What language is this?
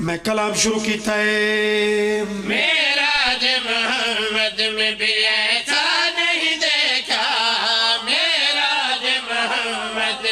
Pahari-Potwari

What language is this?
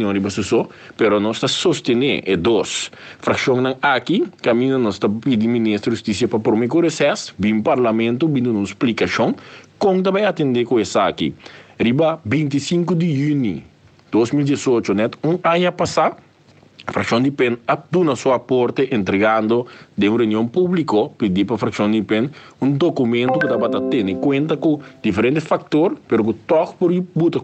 Papiamento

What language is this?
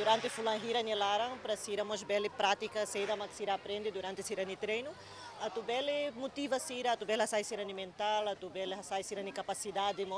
Tetum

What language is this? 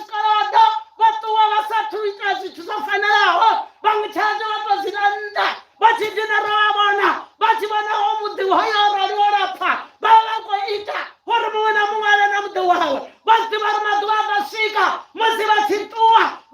Venda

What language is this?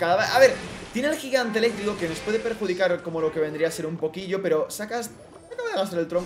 Spanish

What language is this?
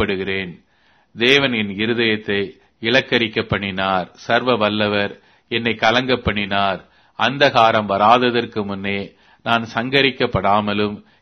Tamil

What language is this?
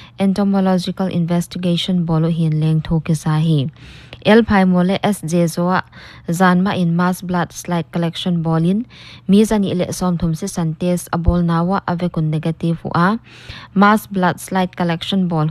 Paite Chin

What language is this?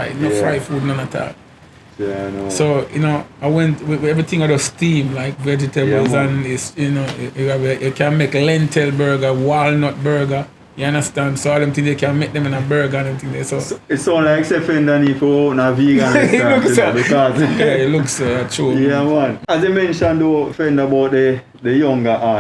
Jamaican Creole English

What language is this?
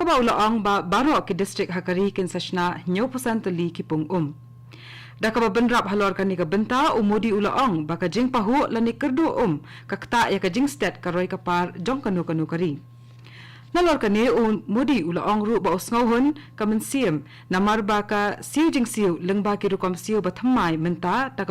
Khasi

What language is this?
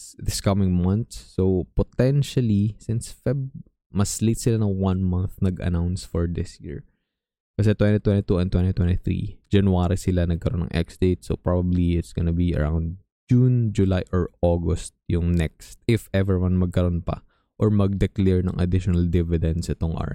Filipino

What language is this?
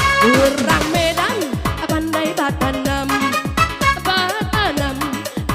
Minangkabau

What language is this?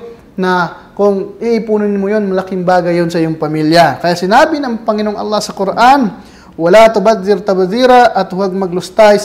Filipino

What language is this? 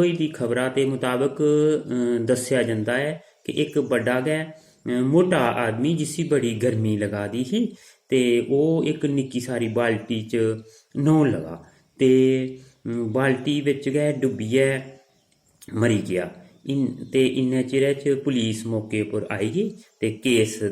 Dogri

